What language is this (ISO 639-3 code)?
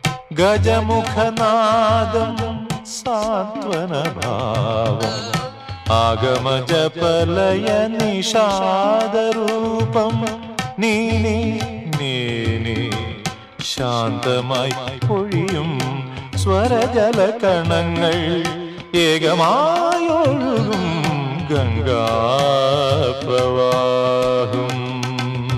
mal